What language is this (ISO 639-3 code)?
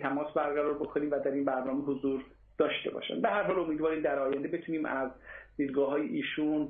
fas